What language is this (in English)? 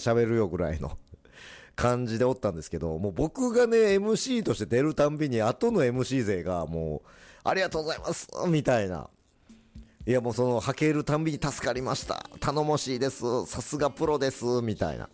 Japanese